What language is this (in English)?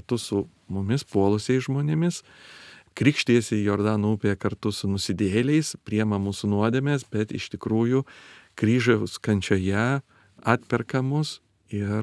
Lithuanian